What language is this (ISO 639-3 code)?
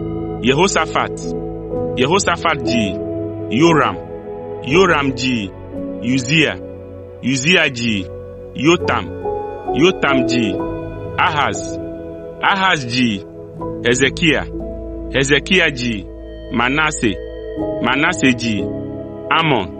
ewe